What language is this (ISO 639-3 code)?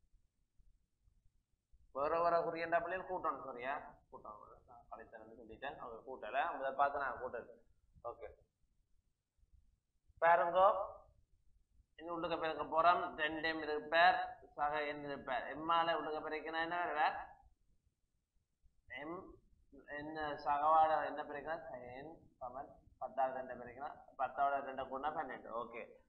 tam